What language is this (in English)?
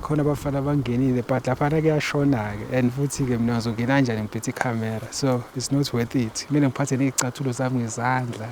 Zulu